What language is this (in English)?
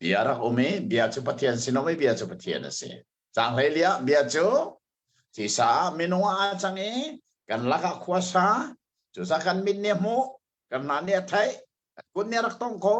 Hakha Chin